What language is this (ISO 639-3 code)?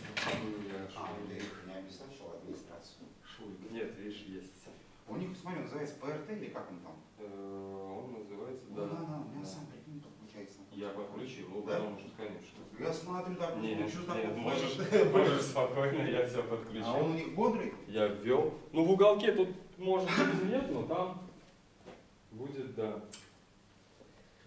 rus